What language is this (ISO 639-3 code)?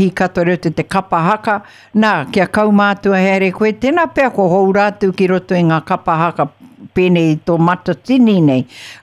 mri